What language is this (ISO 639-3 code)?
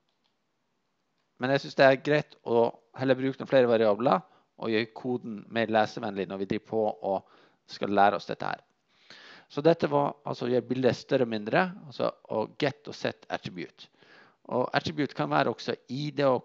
nor